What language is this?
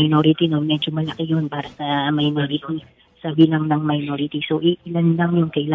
Filipino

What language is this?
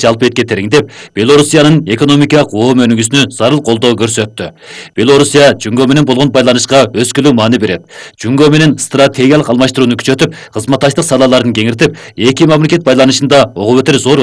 Kyrgyz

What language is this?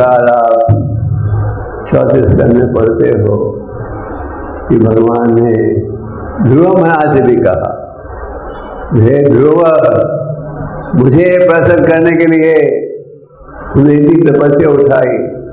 Hindi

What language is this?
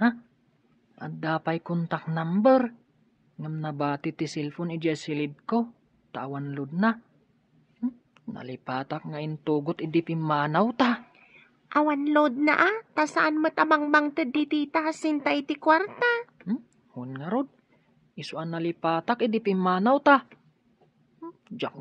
Iloko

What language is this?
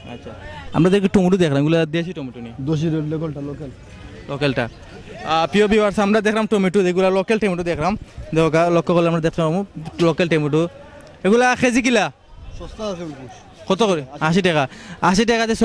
Sylheti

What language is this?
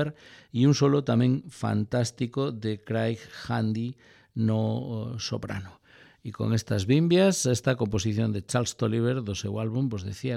Galician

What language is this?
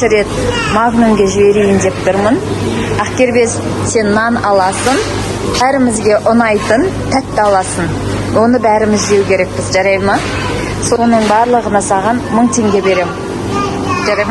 Kazakh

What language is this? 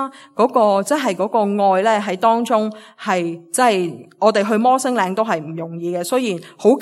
Cantonese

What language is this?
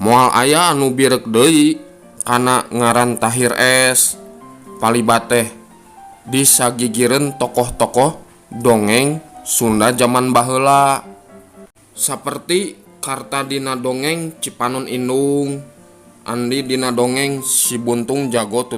Sundanese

